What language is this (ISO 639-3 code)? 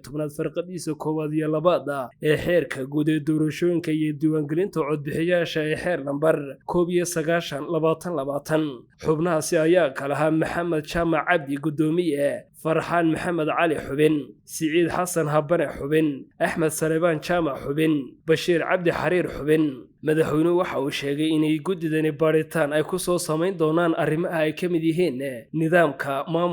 som